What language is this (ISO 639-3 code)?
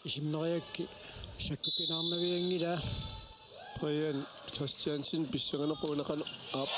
kal